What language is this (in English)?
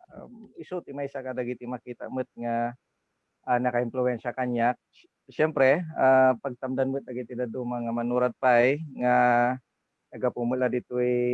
Iloko